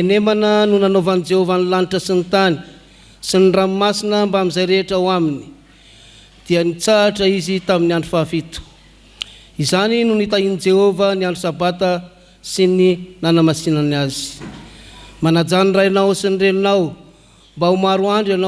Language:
Malagasy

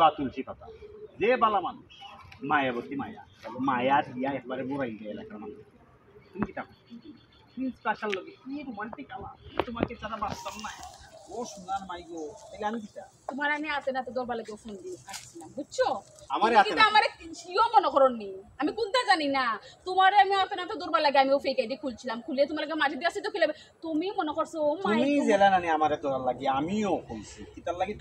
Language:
Sylheti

